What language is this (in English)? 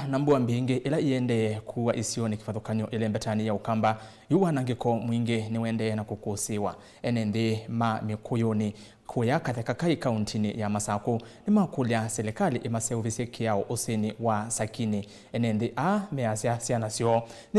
Kamba